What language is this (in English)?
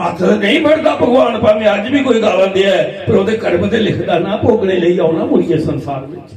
Dogri